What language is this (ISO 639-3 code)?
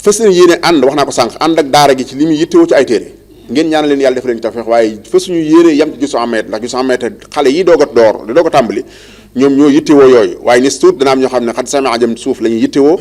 wol